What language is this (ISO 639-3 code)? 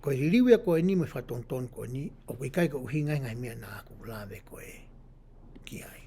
ton